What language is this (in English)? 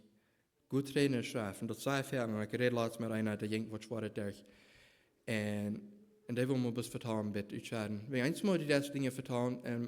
Plautdietsch